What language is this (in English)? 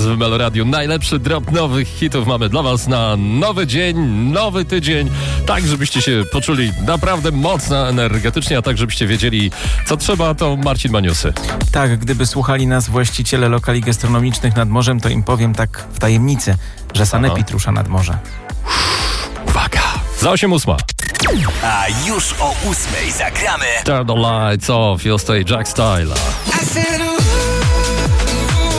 Polish